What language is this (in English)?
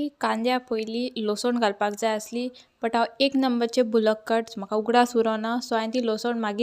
Konkani